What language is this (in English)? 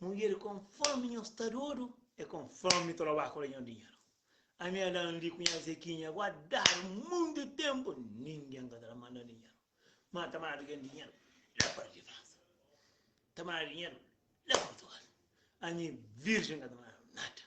Kabuverdianu